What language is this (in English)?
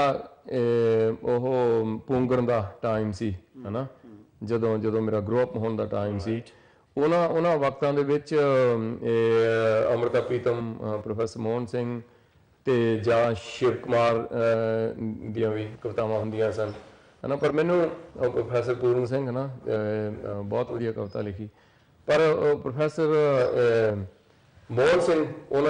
Punjabi